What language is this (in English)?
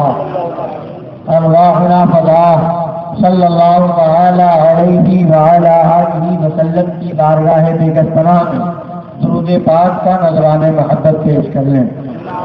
Urdu